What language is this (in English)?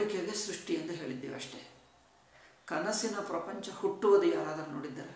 Kannada